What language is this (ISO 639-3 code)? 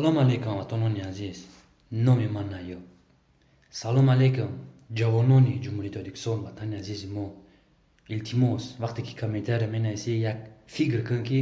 tgk